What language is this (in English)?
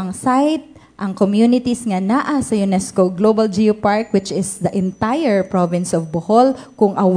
Cebuano